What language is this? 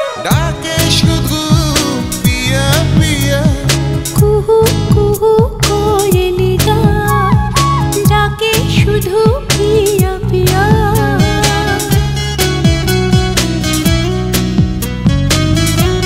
Bangla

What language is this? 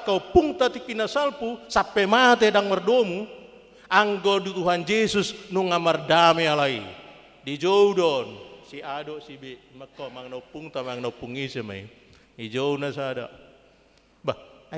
Batak Toba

